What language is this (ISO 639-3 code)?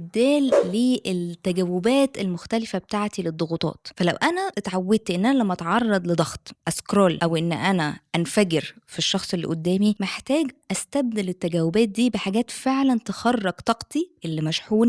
arz